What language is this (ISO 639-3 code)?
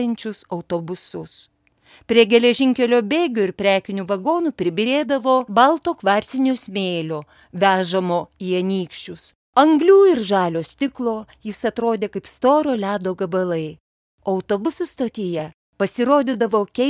lit